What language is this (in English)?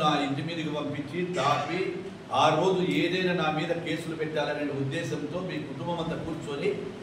Telugu